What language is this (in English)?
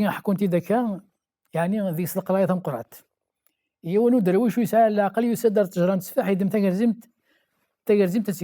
Kabyle